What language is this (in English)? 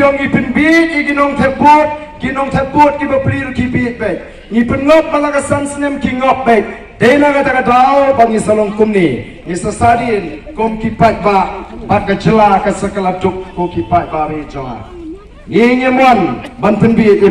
Khasi